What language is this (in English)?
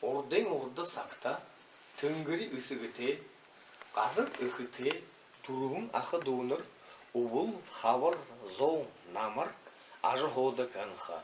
Buriat